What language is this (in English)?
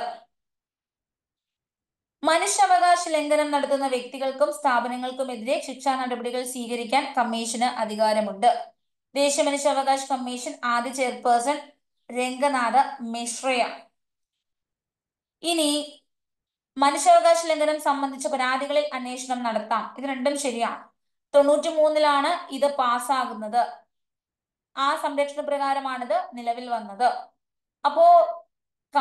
Malayalam